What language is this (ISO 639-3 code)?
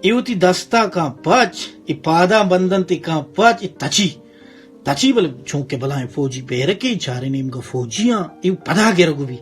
bal